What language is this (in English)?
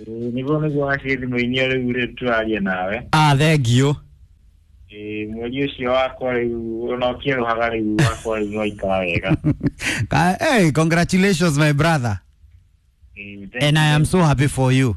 Kikuyu